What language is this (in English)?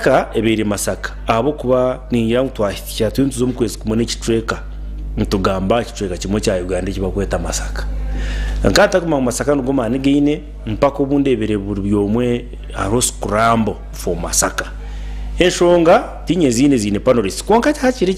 Nyankole